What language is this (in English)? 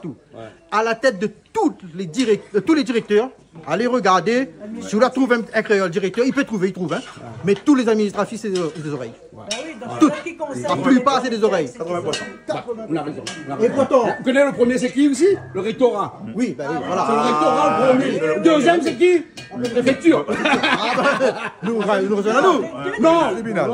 Réunion Creole French